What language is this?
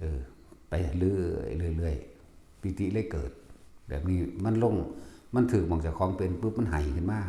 Northeastern Thai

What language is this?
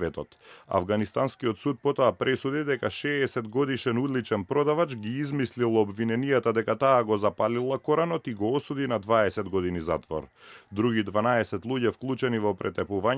Macedonian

